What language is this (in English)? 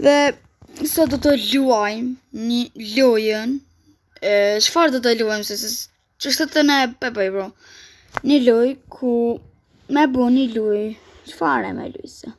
Albanian